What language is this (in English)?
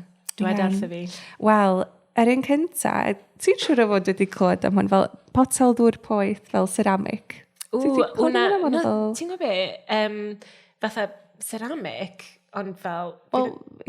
Welsh